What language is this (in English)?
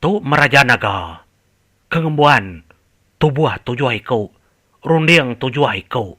Iban